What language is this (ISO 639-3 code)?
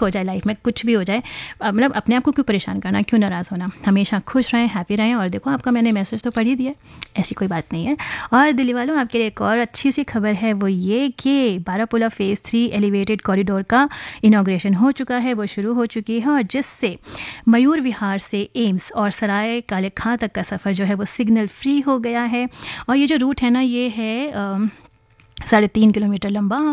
hin